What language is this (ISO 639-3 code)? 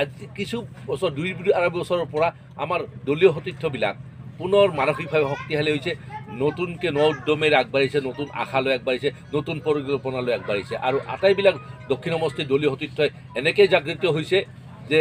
asm